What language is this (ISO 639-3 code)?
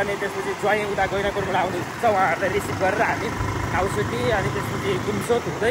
nep